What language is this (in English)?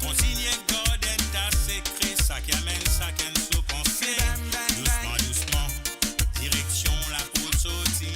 Morisyen